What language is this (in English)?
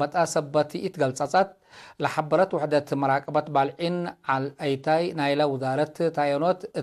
Tigre